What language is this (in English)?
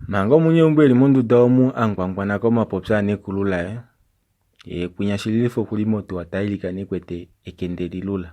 Kuanyama